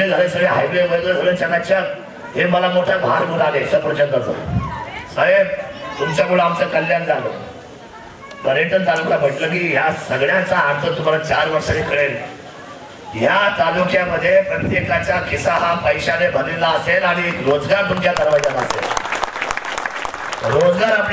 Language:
Marathi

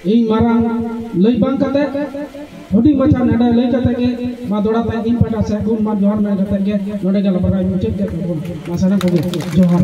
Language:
Santali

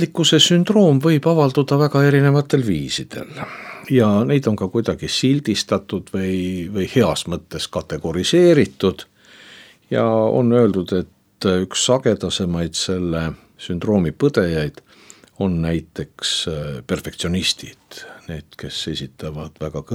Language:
Estonian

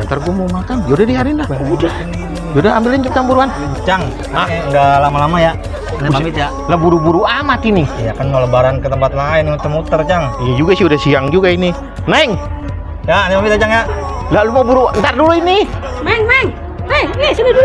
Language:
Betawi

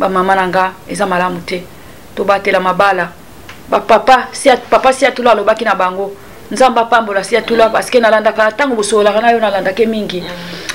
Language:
Lingala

